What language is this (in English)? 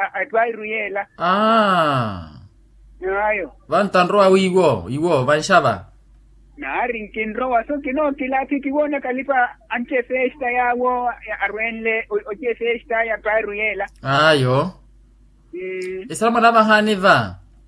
Makhuwa